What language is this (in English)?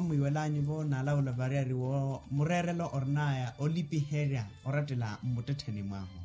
Makhuwa